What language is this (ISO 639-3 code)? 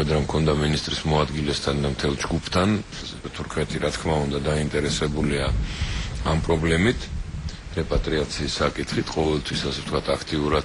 kat